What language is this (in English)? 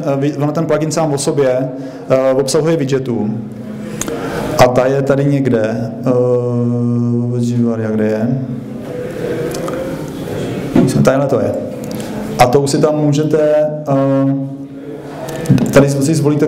Czech